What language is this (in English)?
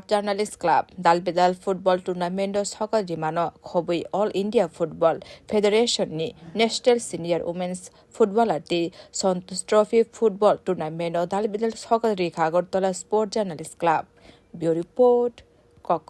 Kok Borok